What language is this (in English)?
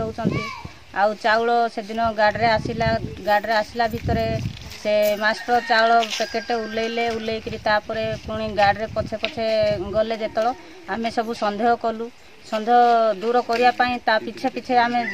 Odia